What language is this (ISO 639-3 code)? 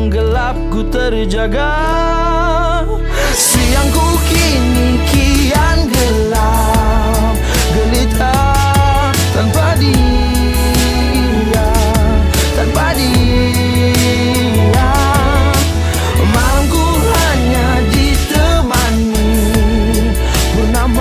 ind